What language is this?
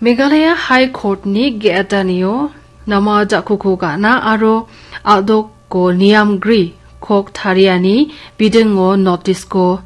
Garo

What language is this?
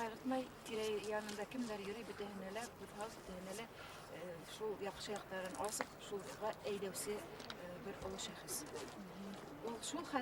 Bashkir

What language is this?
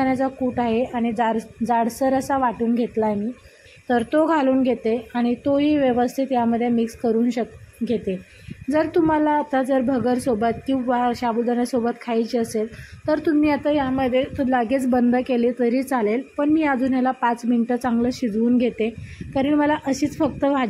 Marathi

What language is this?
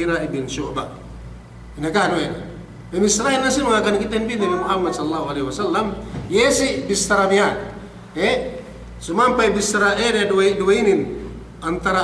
Yakan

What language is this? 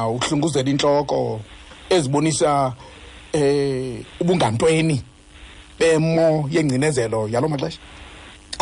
Xhosa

